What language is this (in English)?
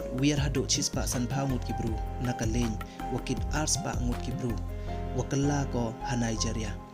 Pnar